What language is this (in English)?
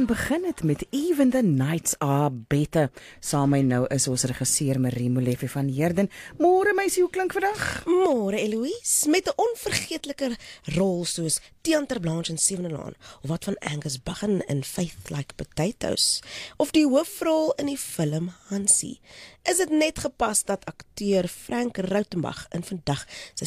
Afrikaans